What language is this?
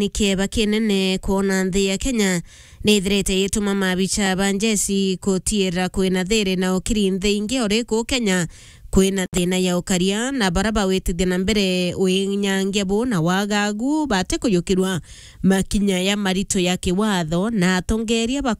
Meru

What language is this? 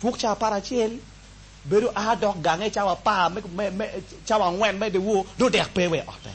Acoli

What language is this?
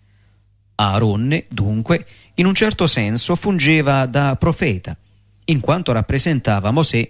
Italian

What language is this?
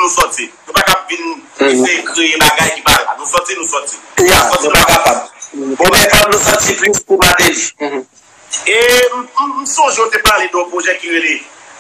Haitian Creole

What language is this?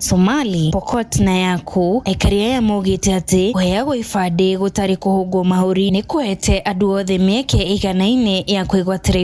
Kikuyu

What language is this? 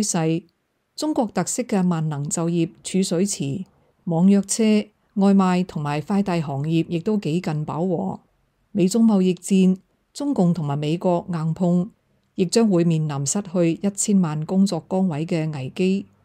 Cantonese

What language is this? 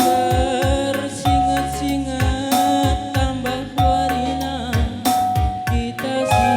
Batak Karo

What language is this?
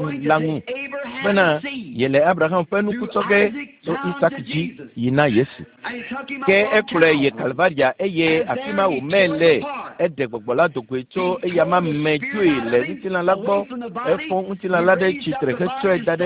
Ewe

